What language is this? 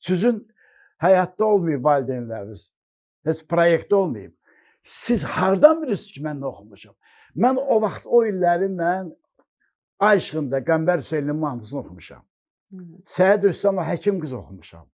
Azerbaijani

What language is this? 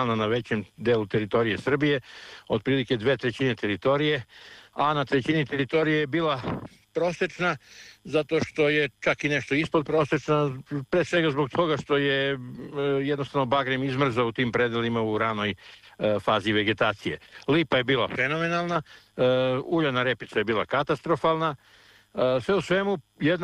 Serbian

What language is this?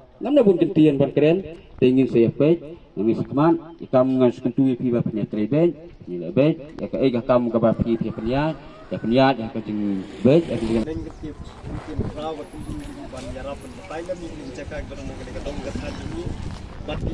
Khasi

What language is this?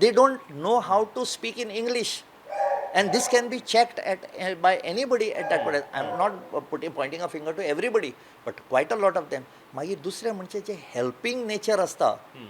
Konkani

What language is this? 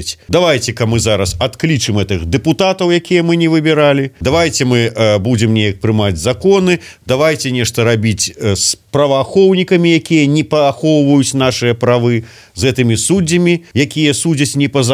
Belarusian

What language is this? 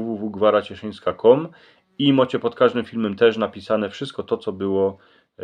Silesian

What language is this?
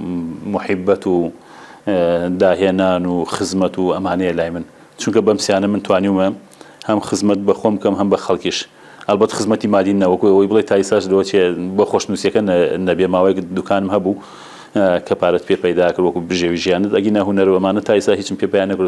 Central Kurdish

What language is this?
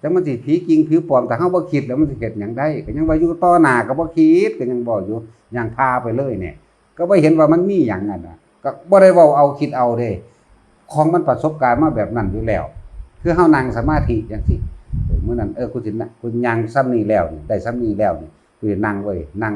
Northeastern Thai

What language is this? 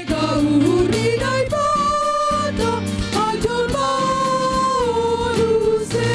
Batak Simalungun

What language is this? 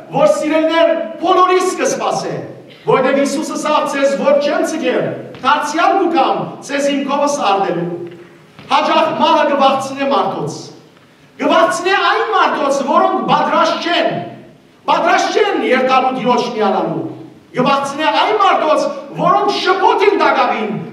Western Armenian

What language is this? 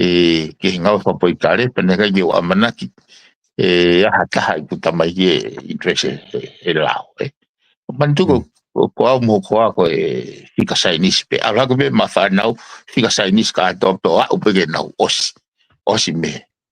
Tongan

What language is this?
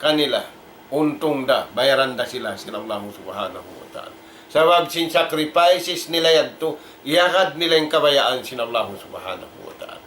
Tausug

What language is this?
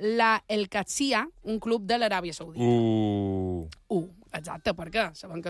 Catalan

